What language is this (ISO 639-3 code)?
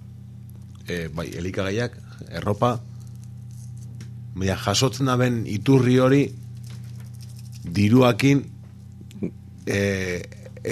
eus